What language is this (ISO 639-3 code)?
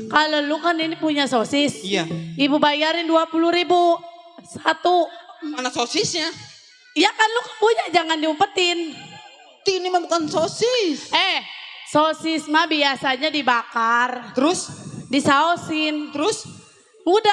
bew